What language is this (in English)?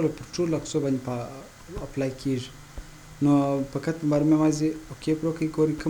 Pashto